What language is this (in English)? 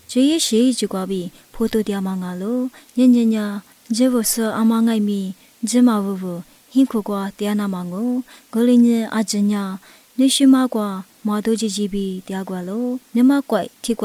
Lisu